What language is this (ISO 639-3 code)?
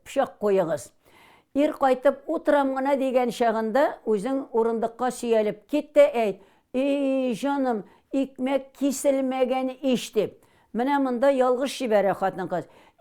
tat